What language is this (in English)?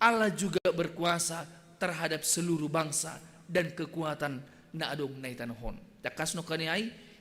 Batak Simalungun